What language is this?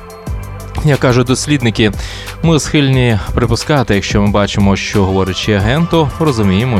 Ukrainian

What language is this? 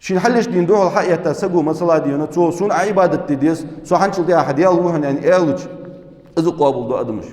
Ingush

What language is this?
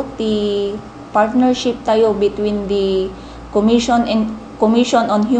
Iloko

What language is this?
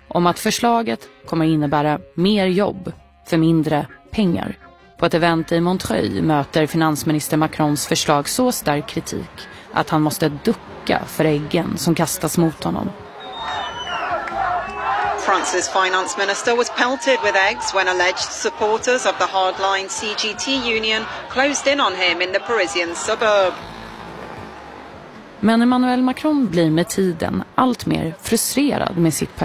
Swedish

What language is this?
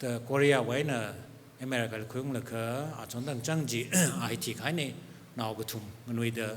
Tangkhul Naga (India)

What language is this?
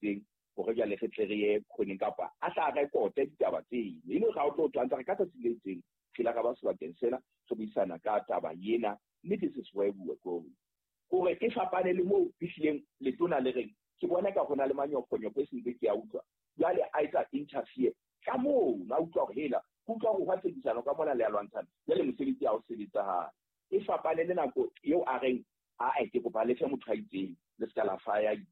Southern Sotho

